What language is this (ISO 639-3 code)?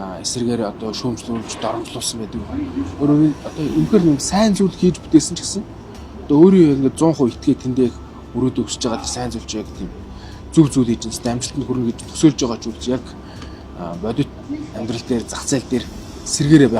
mon